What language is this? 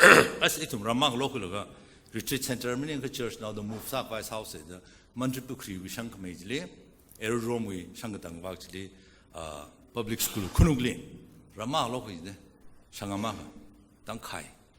Tangkhul Naga (India)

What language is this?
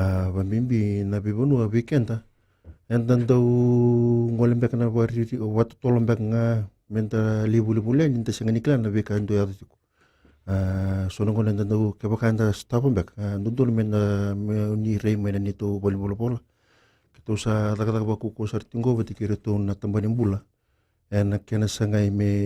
Fijian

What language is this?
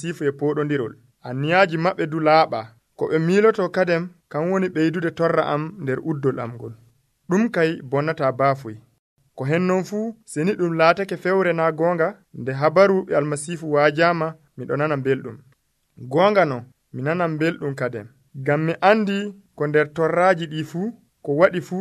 Nigerian Fulfulde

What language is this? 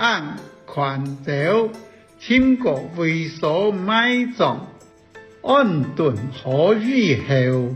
Hakka Chinese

